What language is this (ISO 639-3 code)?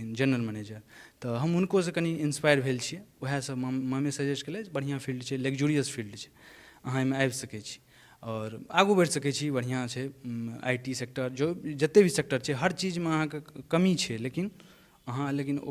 mai